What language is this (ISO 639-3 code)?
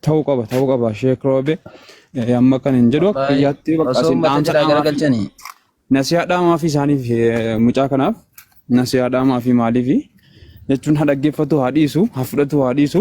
orm